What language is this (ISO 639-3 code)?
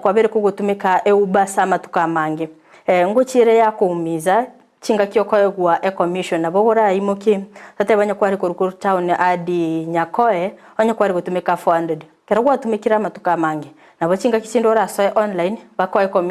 guz